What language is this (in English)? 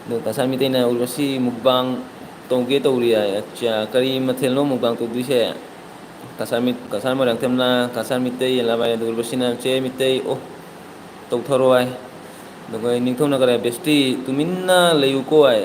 Manipuri